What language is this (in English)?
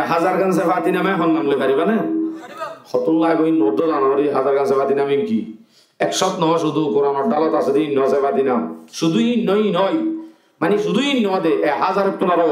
Rohingya